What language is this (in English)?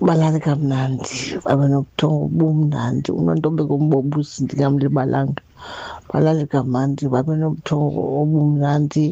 Xhosa